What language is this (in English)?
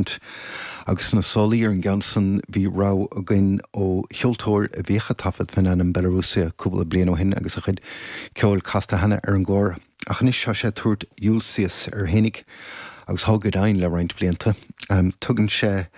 Irish